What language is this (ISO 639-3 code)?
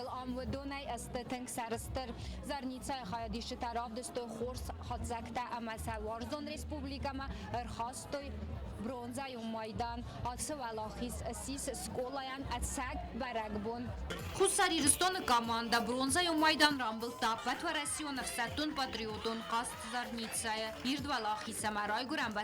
oss